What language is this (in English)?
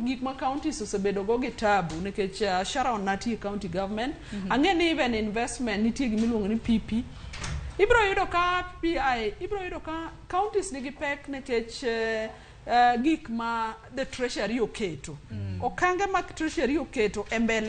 Luo (Kenya and Tanzania)